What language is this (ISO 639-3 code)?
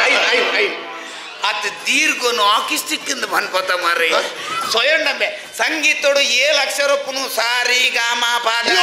tcy